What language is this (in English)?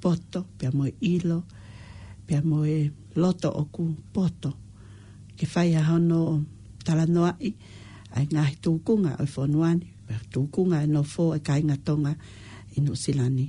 Tongan